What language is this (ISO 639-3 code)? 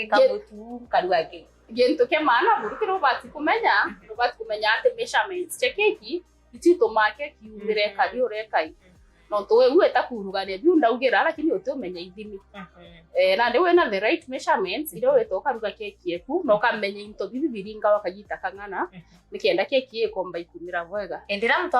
mer